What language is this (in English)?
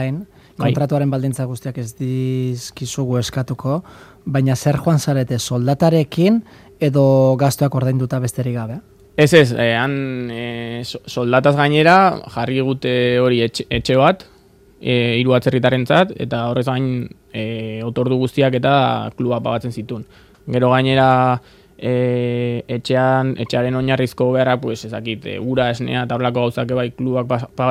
Basque